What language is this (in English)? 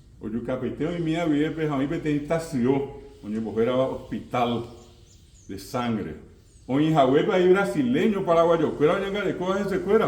Guarani